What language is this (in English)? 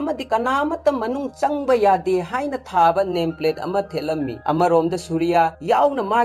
Manipuri